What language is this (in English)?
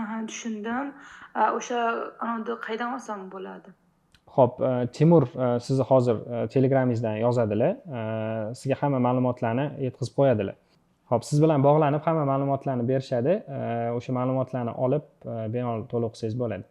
Uzbek